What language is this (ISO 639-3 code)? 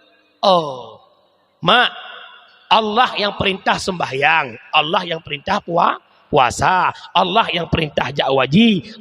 ace